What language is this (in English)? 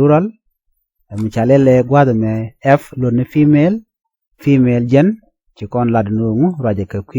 Nuer